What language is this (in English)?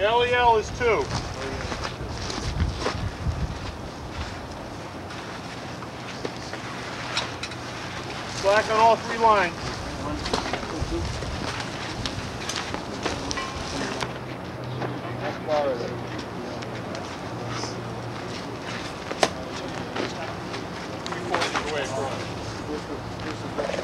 English